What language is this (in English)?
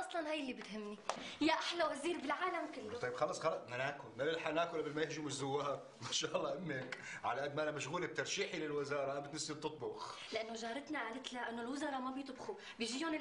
North Levantine Arabic